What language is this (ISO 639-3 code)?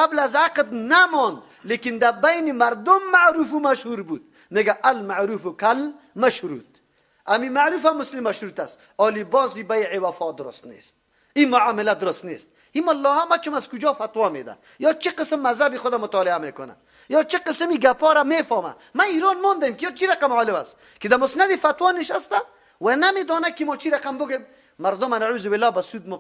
fas